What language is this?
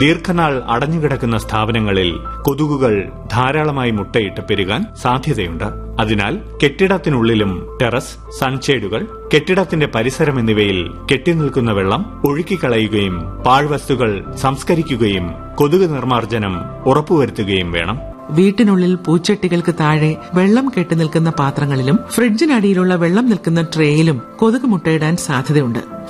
Malayalam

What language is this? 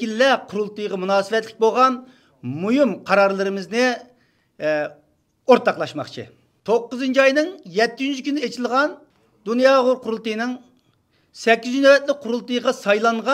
Uyghur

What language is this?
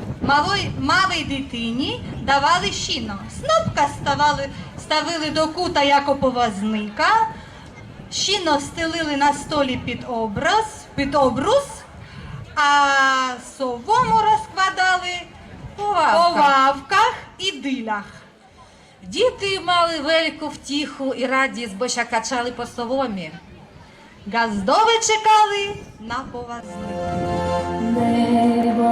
Rusyn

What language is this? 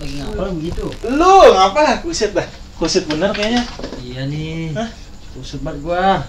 Betawi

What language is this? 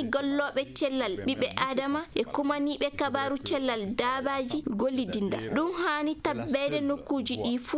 Maasina Fulfulde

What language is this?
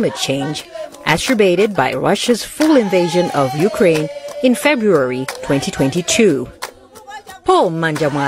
Nyanja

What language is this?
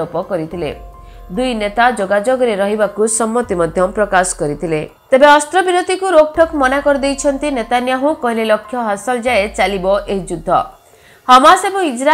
Odia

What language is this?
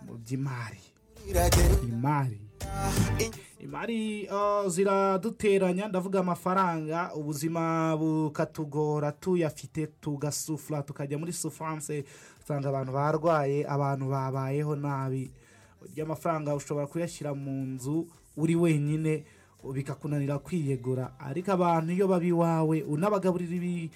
Kinyarwanda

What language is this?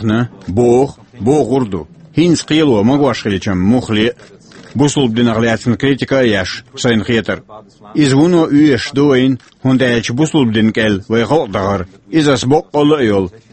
Chechen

